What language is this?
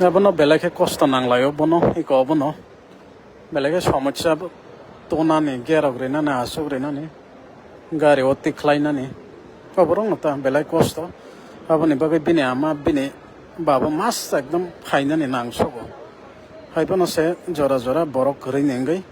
Kok Borok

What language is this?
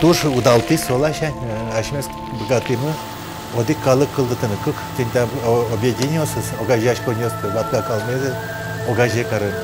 Udmurt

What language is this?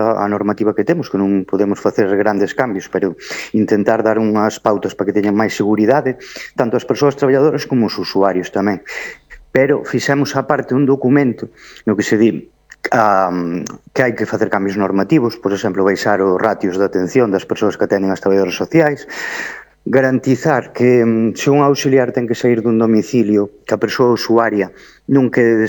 Galician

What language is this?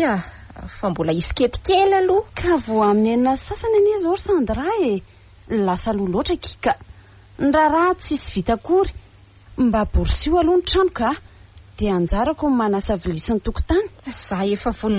Malagasy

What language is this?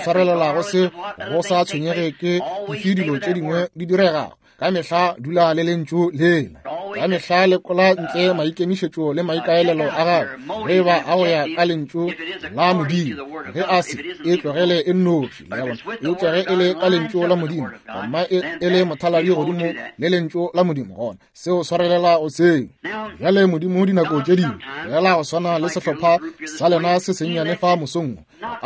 Northern Sotho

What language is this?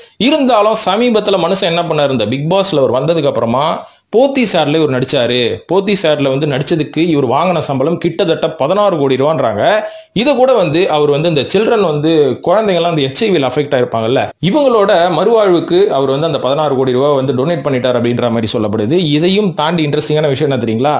Tamil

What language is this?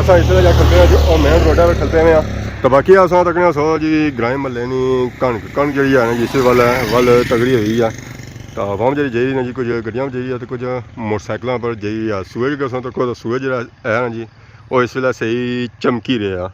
Pahari-Potwari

